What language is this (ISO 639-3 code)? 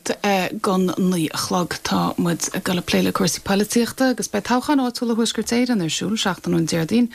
gle